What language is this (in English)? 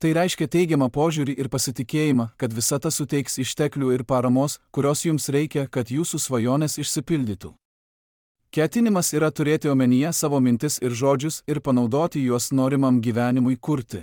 Lithuanian